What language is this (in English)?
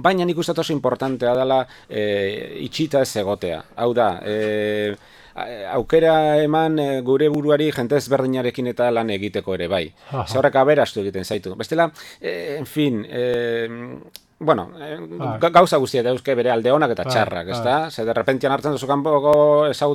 Basque